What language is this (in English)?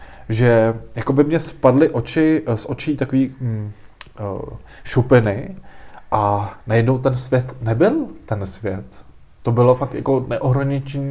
Czech